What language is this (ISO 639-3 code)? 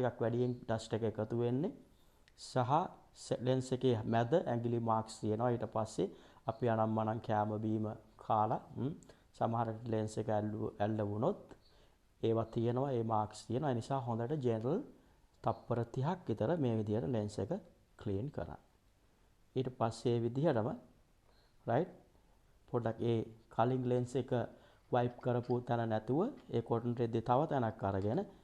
sin